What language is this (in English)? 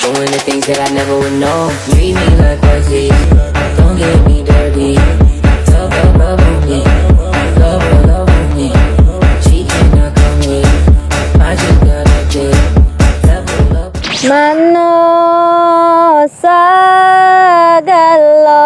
Minangkabau